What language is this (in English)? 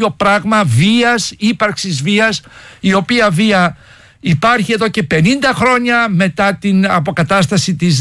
Greek